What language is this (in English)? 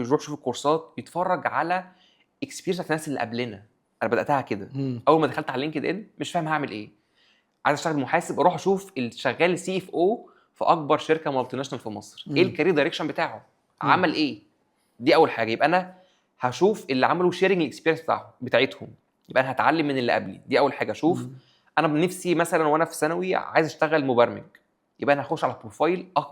Egyptian Arabic